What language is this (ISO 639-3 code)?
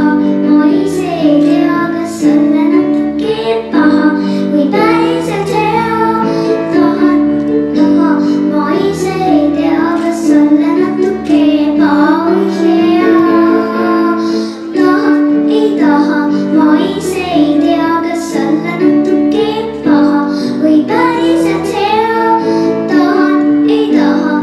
est